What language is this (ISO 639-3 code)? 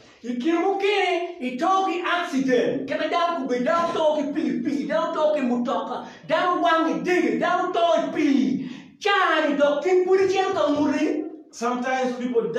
ach